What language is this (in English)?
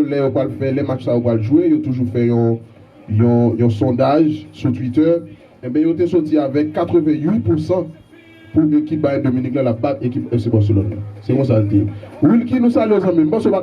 Haitian Creole